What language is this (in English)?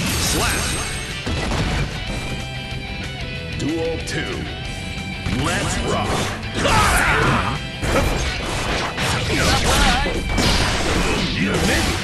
Japanese